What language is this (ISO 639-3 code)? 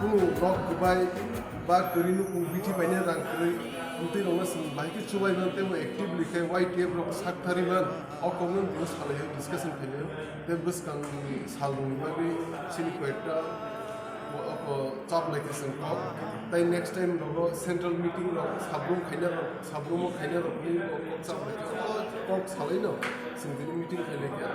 trp